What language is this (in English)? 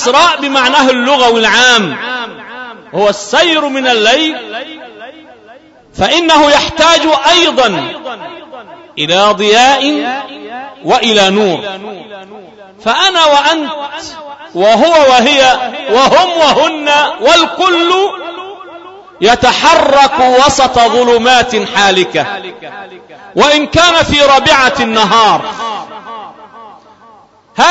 Arabic